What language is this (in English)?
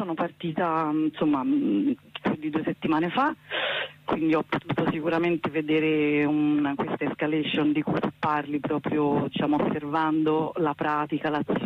Italian